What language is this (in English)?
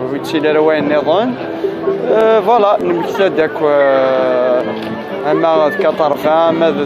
Kabyle